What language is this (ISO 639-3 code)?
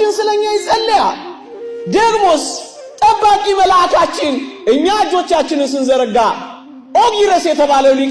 amh